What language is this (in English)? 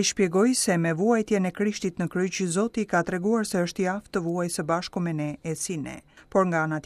Albanian